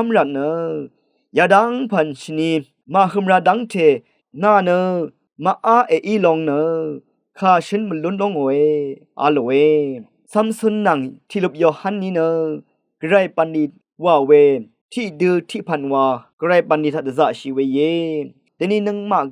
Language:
Rawang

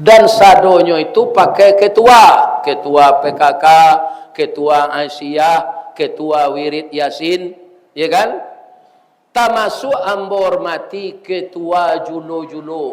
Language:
Minangkabau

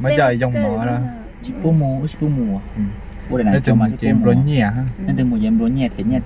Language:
Hmong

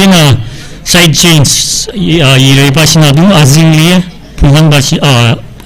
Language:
Tangkhul Naga (India)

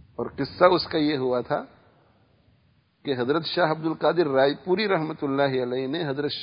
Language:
Urdu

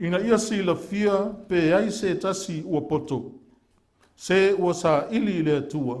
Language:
Samoan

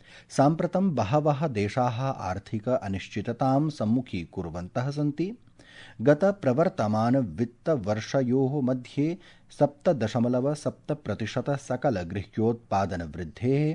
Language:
Sanskrit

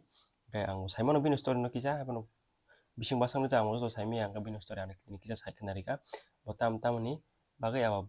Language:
Kok Borok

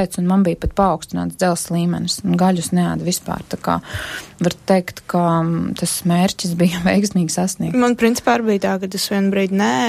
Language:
Latvian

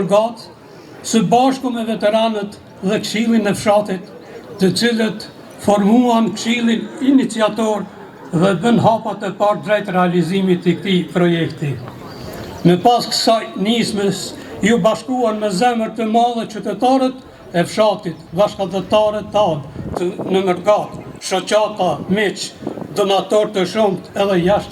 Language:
Albanian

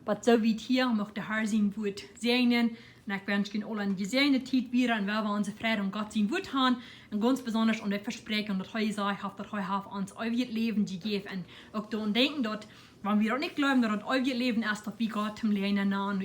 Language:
Plautdietsch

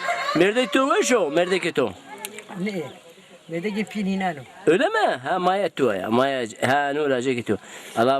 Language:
Zaza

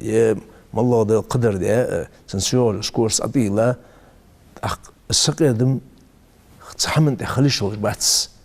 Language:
Ingush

